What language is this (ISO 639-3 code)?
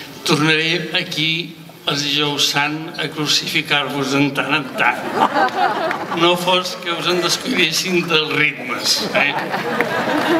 cat